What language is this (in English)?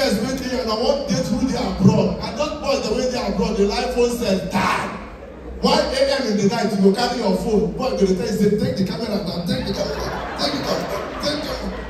Nigerian Pidgin